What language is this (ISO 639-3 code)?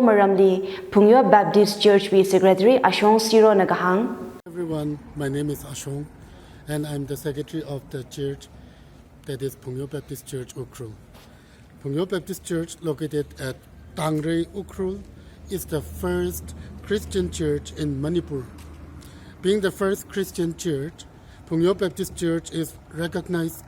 nmf